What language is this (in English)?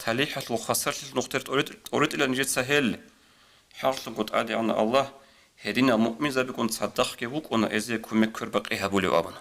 Avaric